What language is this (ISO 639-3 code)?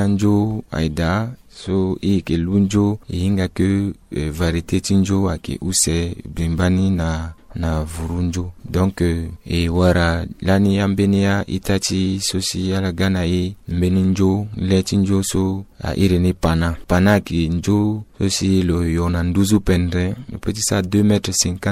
sag